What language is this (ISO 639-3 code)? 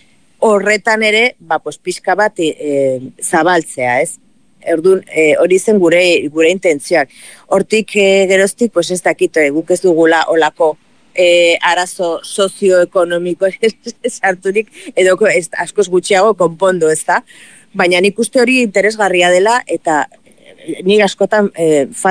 eus